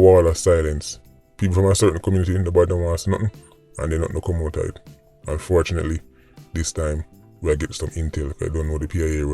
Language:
Jamaican Creole English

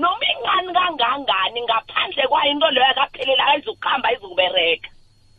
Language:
South Ndebele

